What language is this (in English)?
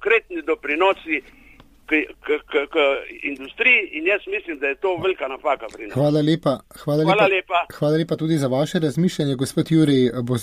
Slovenian